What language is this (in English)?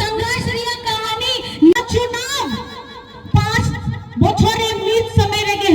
Santali